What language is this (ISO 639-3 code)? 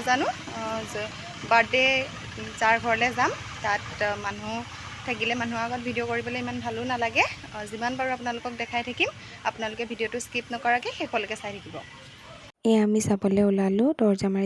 asm